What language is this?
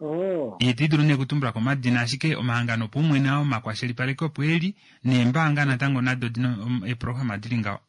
Kuanyama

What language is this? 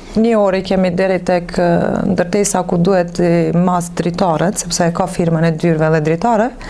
Albanian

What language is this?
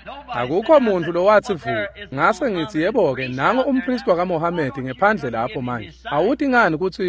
Swati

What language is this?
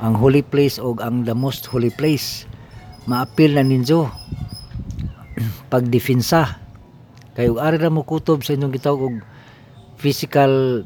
Cebuano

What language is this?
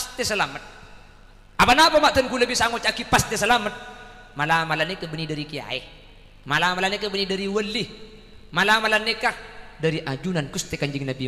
Madurese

